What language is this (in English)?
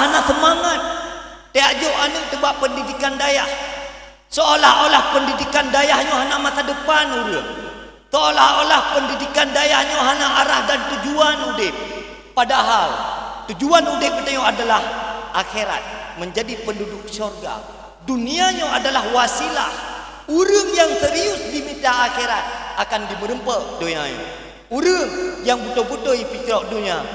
Achinese